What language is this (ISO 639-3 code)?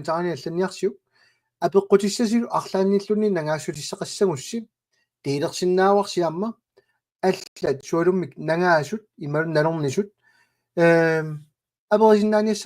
kal